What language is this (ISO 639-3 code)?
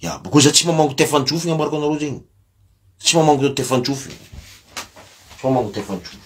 mlg